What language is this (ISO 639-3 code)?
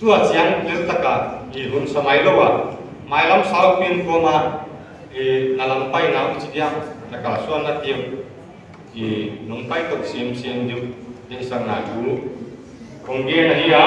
pck